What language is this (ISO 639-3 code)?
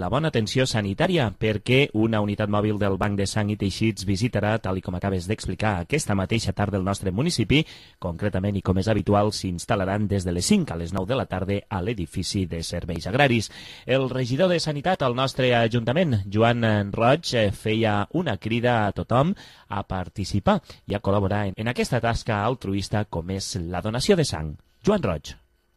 cat